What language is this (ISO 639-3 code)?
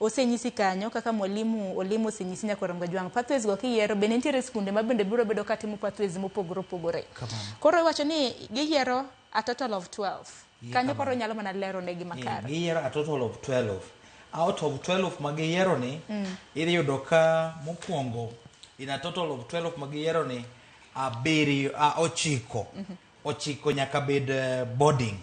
luo